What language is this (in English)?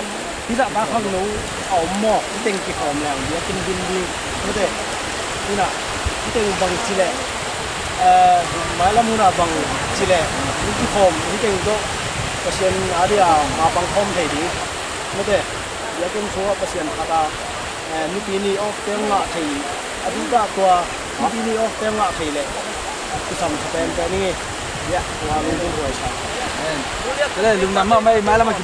Tedim Chin